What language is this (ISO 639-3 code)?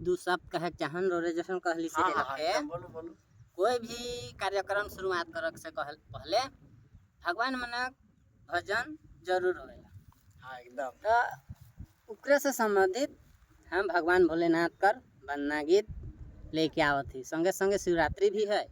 sck